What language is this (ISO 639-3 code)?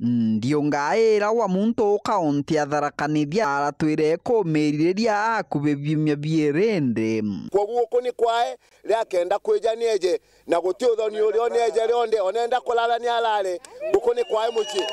mer